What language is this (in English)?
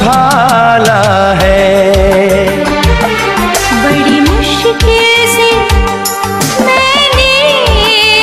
Hindi